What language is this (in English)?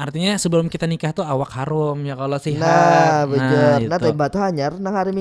Banjar